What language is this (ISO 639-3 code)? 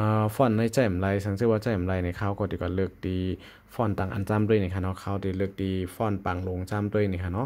shn